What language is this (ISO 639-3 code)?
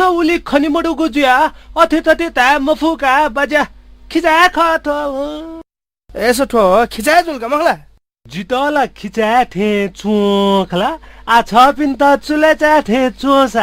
new